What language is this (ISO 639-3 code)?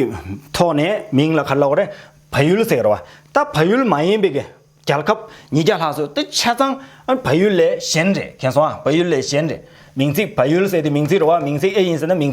bod